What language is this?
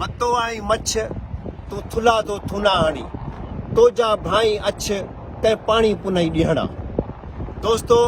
Sindhi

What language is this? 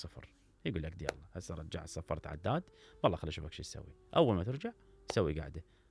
Mesopotamian Arabic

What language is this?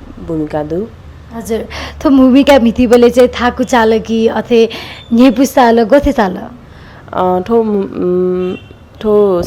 Newari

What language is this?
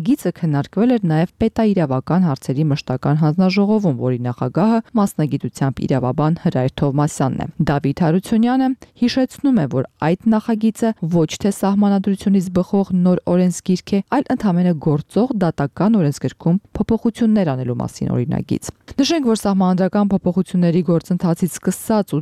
Armenian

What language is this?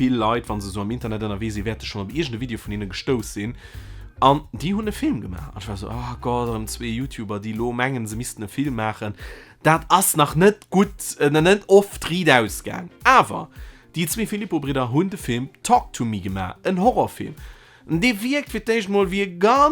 Luxembourgish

